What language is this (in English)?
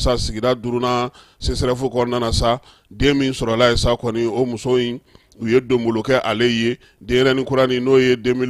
Bambara